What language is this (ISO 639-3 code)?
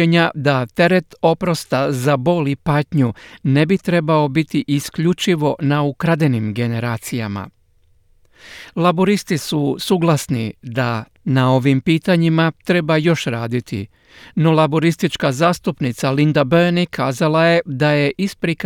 hrv